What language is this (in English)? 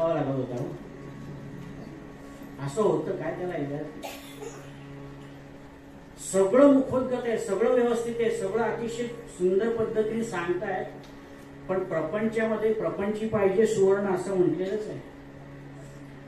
Marathi